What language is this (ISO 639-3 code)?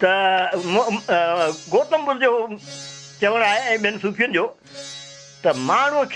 snd